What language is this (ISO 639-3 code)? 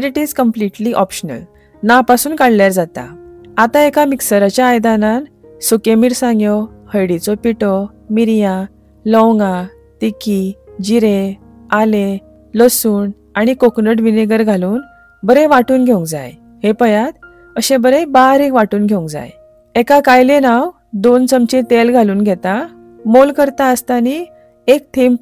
kok